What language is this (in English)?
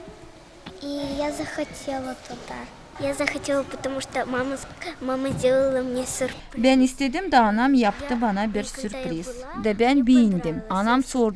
Gagauz